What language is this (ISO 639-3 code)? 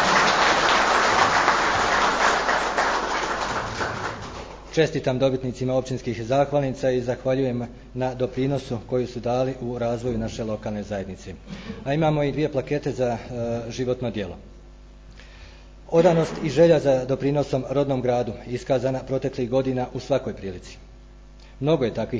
hrv